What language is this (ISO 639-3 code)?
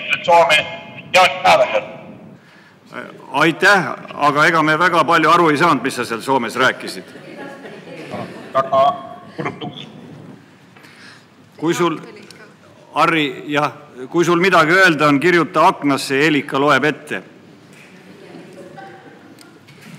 est